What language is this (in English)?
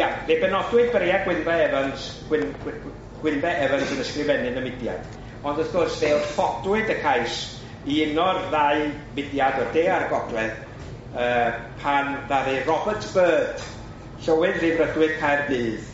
Welsh